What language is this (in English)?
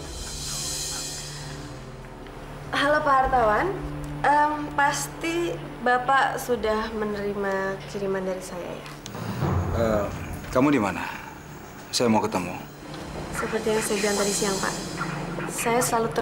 Indonesian